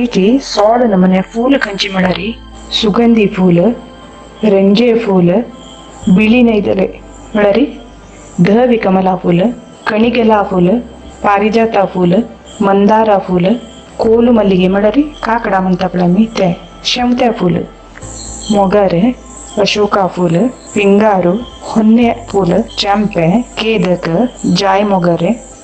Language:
Konkani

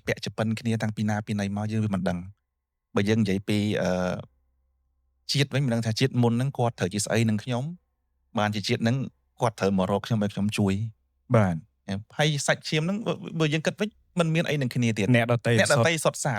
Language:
Khmer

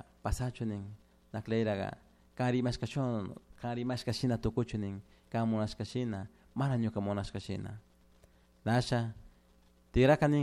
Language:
Chimborazo Highland Quichua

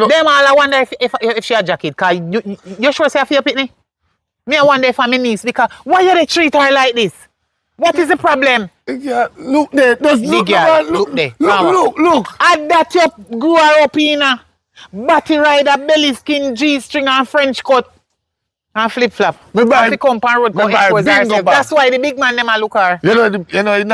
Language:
Jamaican Creole English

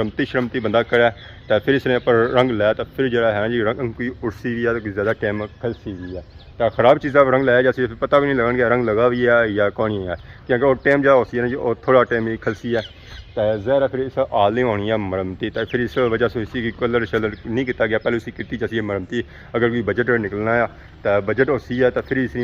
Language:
Pahari-Potwari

